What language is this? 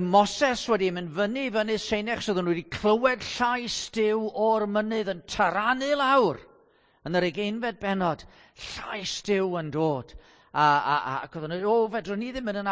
Welsh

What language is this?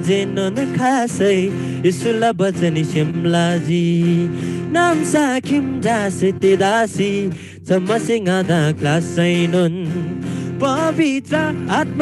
Eastern Tamang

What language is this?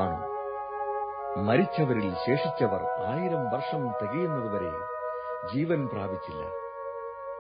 Malayalam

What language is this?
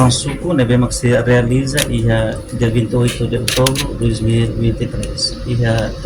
Tetum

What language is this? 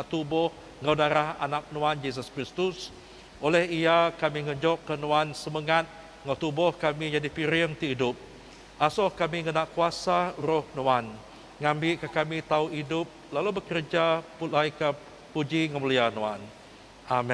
Iban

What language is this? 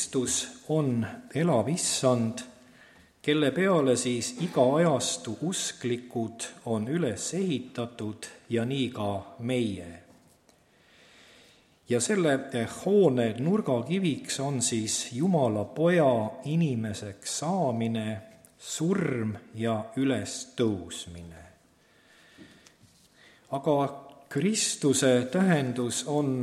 Estonian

